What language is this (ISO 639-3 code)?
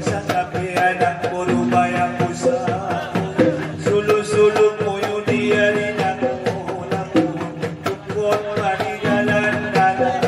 akb